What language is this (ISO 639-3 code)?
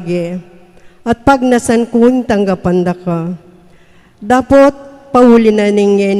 pam